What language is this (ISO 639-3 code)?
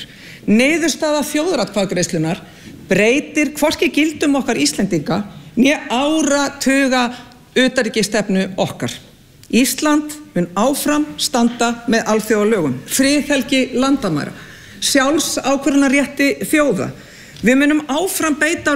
isl